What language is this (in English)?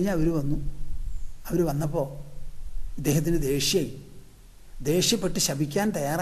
Malayalam